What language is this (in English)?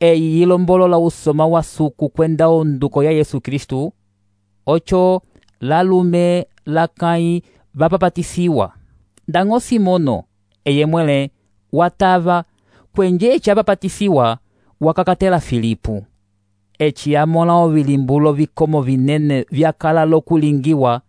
Umbundu